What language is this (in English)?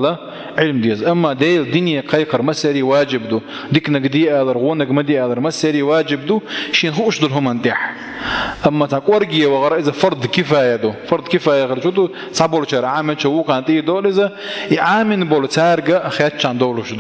Chechen